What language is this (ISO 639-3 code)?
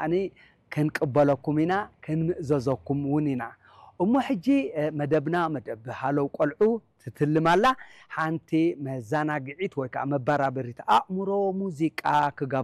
tir